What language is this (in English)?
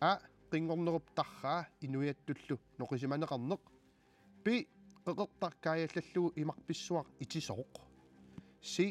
Kalaallisut